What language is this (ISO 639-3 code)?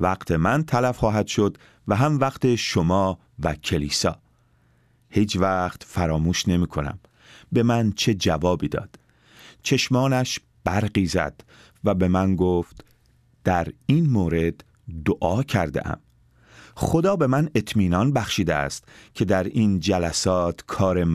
fas